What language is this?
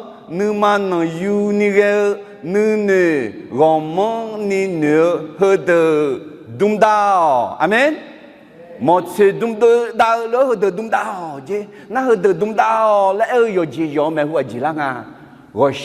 Akha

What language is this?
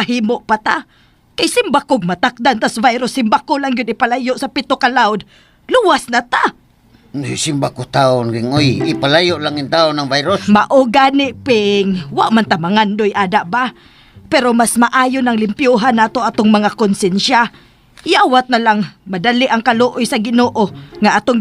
Cebuano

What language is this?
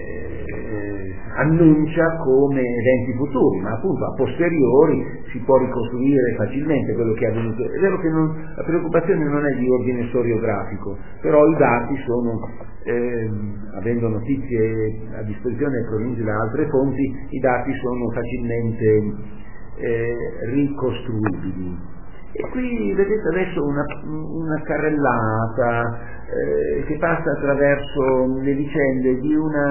Italian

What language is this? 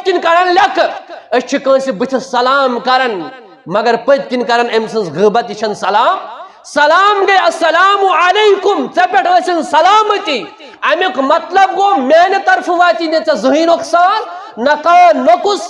Kashmiri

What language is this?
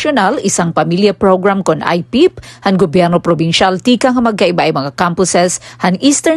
Waray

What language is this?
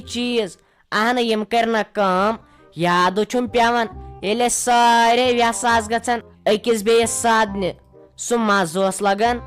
Kashmiri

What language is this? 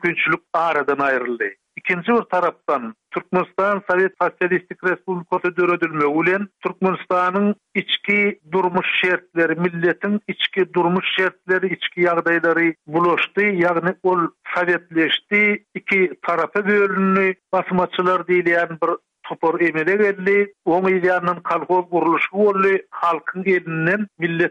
Turkmen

